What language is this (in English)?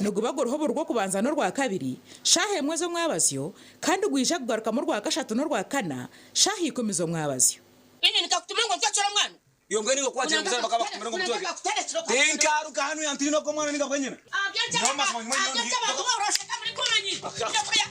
Nyankole